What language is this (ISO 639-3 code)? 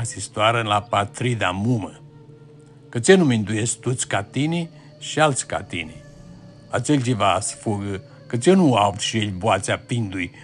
rup